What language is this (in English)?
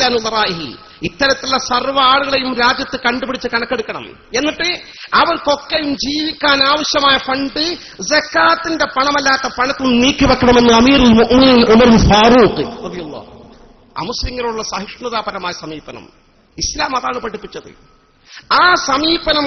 Malayalam